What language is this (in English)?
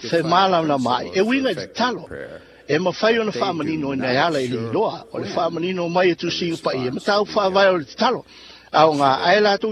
Samoan